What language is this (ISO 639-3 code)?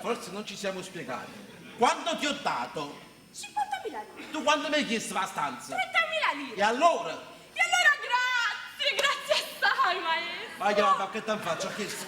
nap